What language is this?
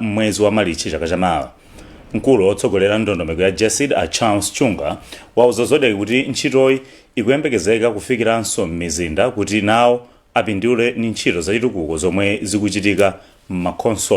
Nyanja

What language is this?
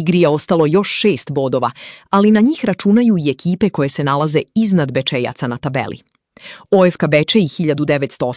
Serbian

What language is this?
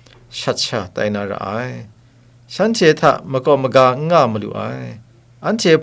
Kachin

